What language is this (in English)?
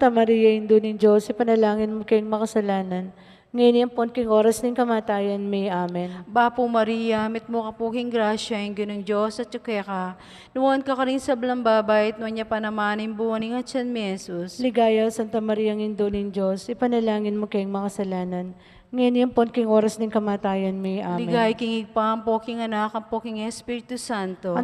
Pampanga